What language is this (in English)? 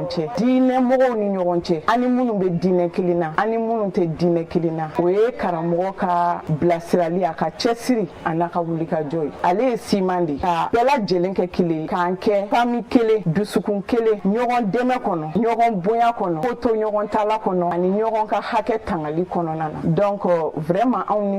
Bambara